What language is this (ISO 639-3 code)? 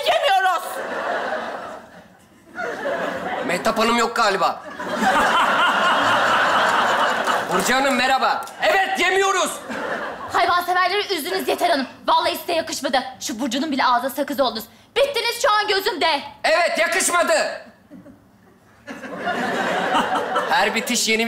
tur